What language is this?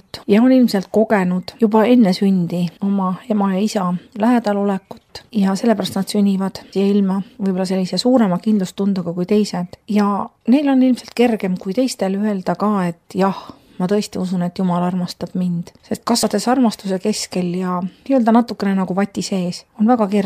Estonian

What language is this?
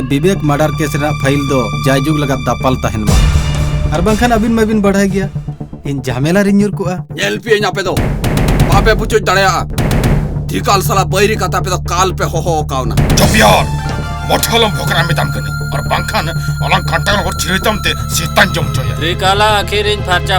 Santali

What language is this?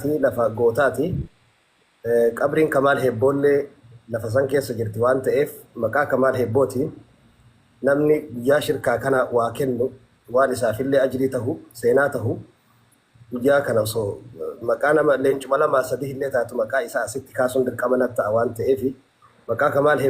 Oromo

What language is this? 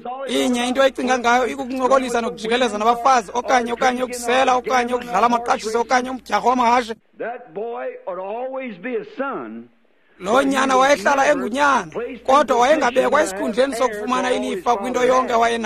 Xhosa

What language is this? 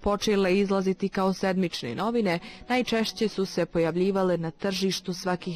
Bosnian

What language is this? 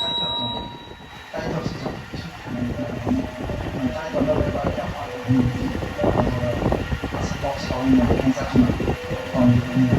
Kok Borok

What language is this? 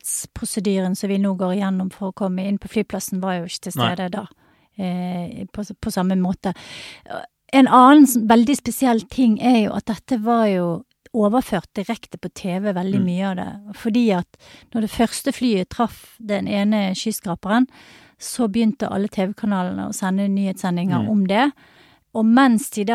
Norwegian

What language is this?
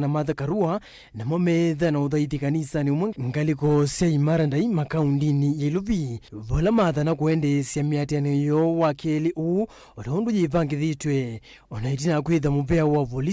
Kamba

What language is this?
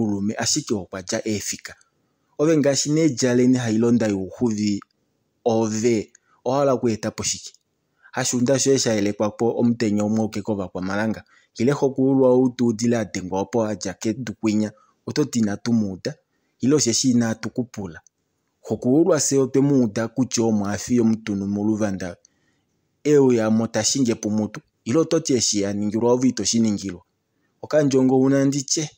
Kuanyama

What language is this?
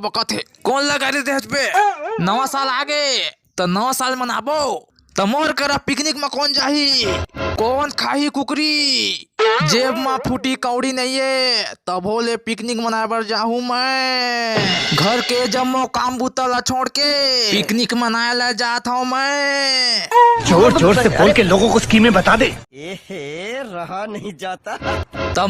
Chhattisgarhi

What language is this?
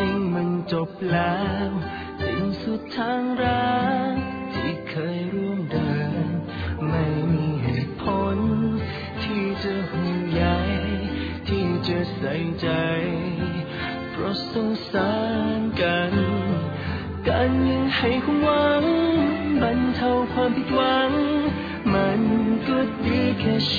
Thai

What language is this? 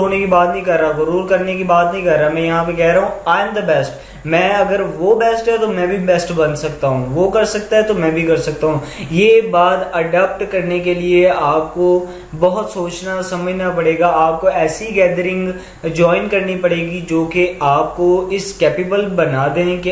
Hindi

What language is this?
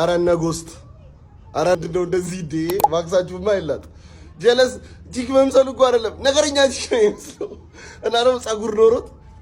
Amharic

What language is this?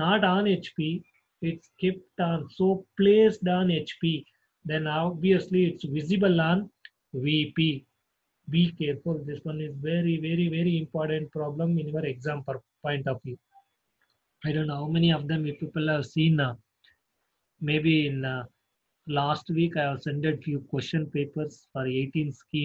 English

